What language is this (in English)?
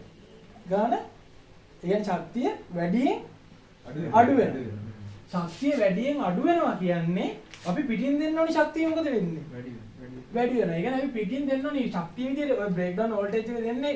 Sinhala